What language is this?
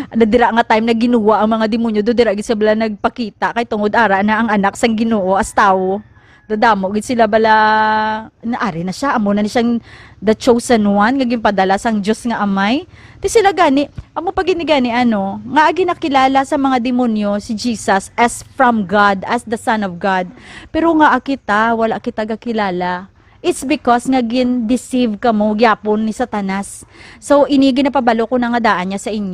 Hiligaynon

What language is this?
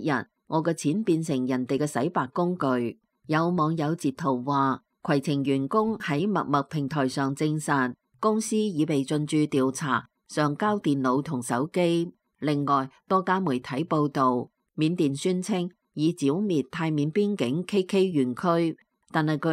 Cantonese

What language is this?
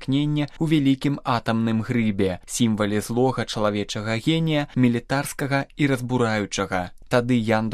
Belarusian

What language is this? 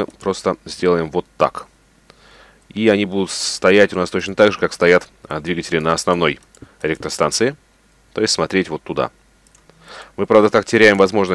Russian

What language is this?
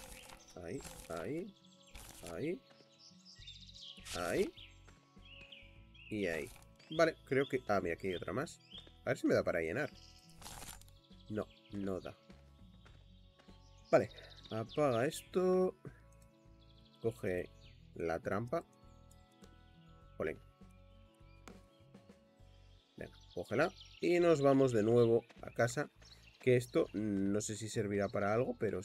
Spanish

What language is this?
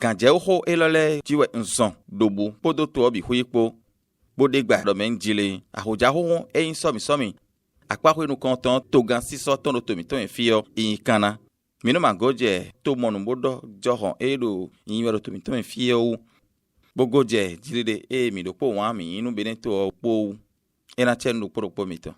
Fon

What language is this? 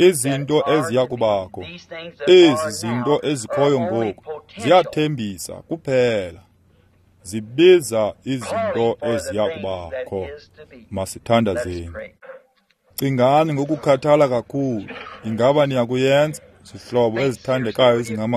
Xhosa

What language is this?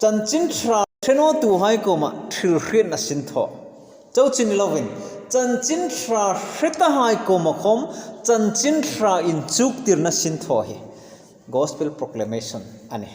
Hmar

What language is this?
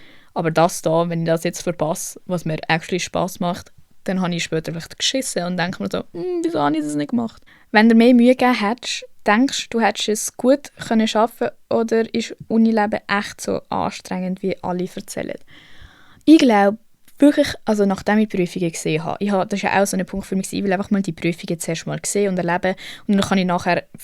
Swiss German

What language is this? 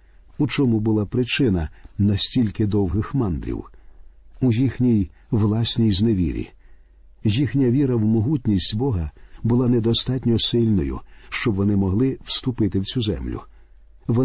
Ukrainian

